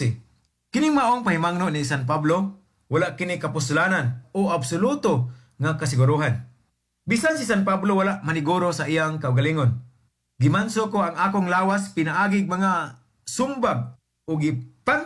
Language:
Cebuano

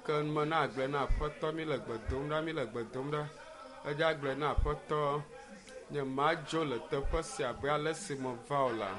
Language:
Ewe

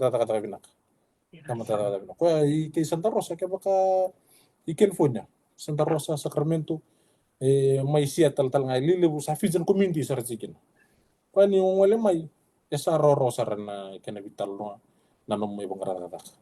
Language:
Fijian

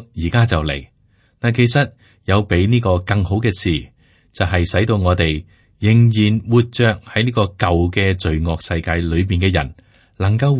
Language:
Cantonese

